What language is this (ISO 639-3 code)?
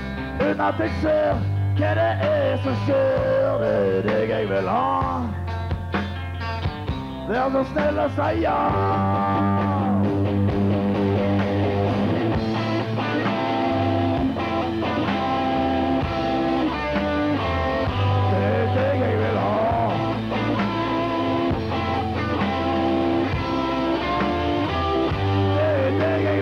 nor